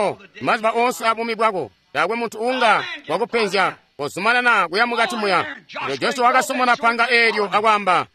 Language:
Tonga (Zambia)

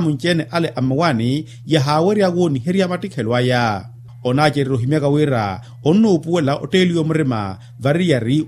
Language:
Makhuwa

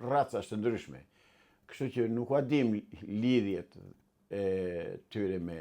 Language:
Albanian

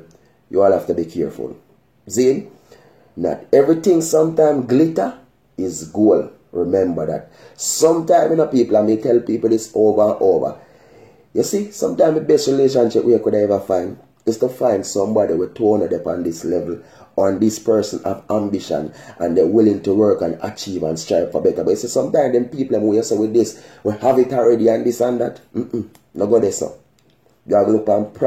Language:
Jamaican Creole English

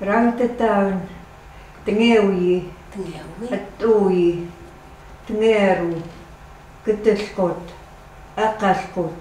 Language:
Chukot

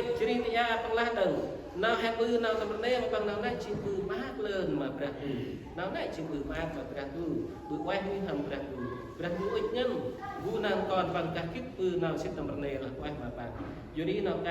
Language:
Central Mnong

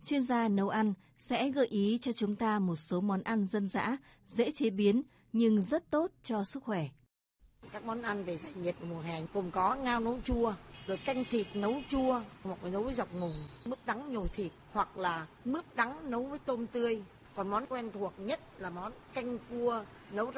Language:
Vietnamese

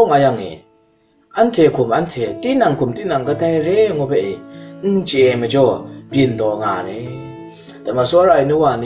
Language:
Kachin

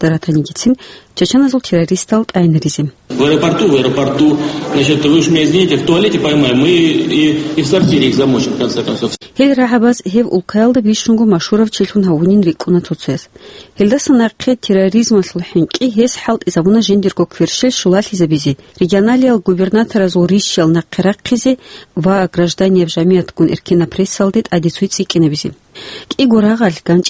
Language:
Avaric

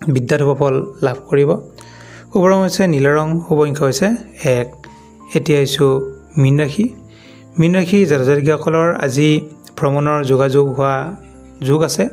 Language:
Assamese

